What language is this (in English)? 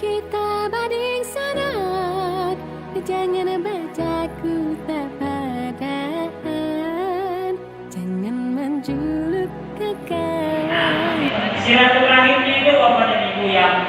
Banjar